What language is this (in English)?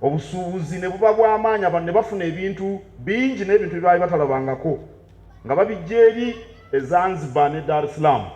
Ganda